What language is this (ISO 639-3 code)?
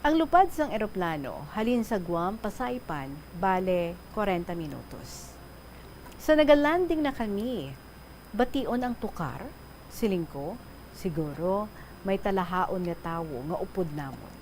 hil